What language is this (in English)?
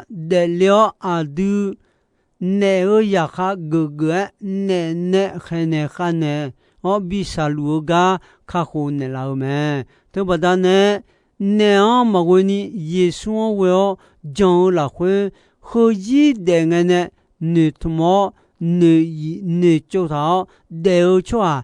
Akha